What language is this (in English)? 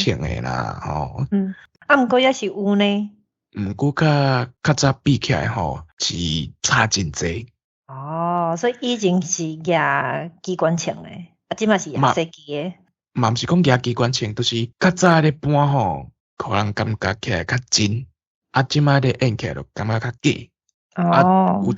Min Nan Chinese